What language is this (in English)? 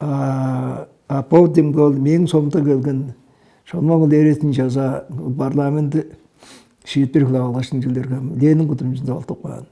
Tuvinian